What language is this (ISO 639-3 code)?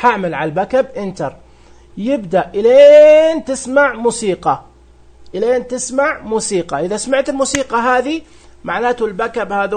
ars